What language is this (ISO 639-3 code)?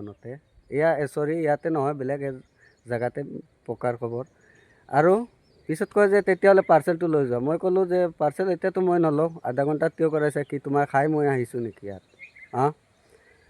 asm